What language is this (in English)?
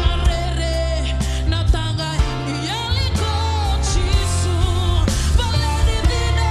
Fijian